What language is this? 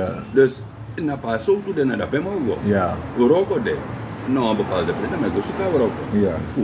Sranan Tongo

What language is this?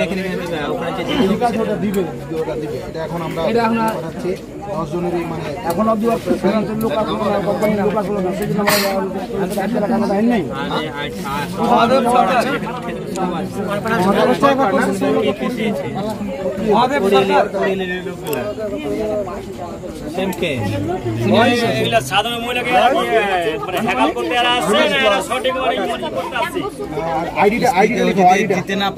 Bangla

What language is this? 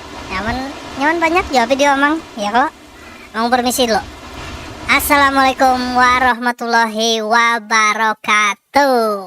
Banjar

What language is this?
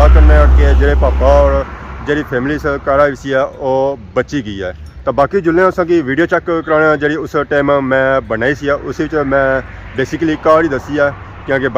Pahari-Potwari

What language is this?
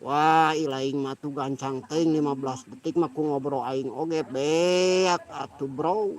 Sundanese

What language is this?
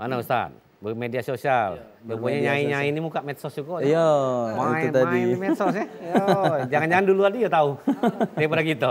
Musi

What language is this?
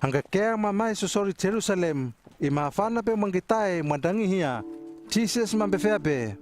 Hano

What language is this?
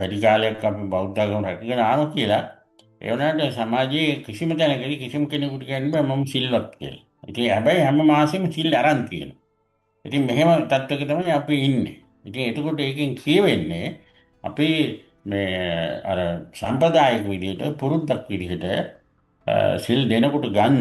Sinhala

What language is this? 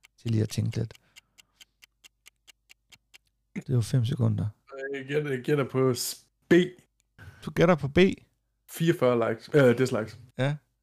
Danish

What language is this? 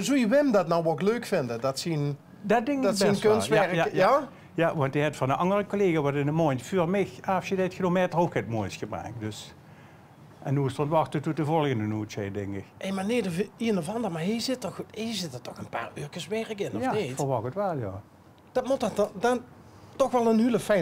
Limburgish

